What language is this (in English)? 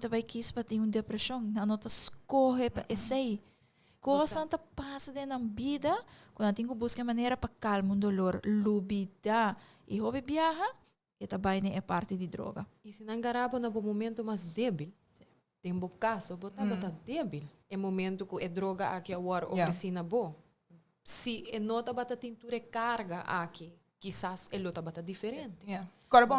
Papiamento